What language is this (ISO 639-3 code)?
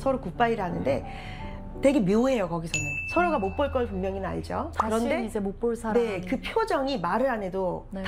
kor